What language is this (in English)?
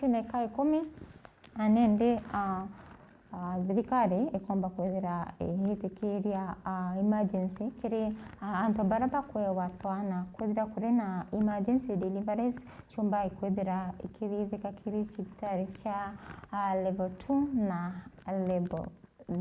Meru